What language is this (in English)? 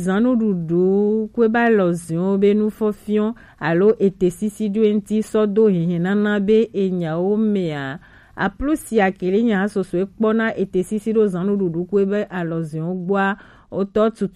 Gen